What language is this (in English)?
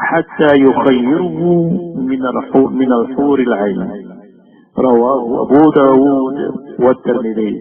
Maranao